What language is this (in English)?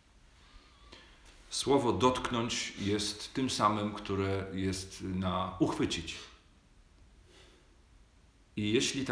Polish